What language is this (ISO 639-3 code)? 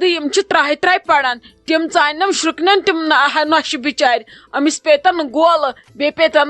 kas